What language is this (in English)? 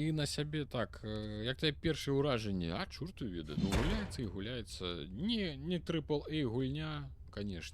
Belarusian